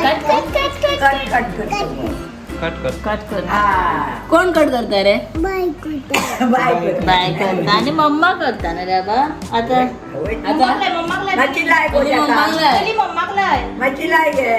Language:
Konkani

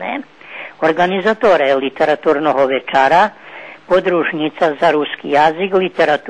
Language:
Rusyn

